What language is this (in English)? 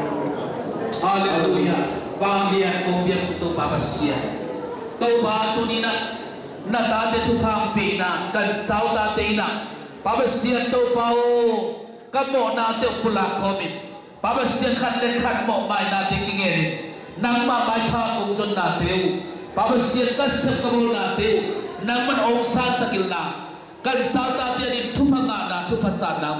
Tedim Chin